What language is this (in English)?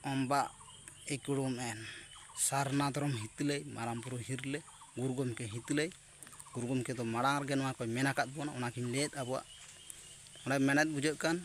Santali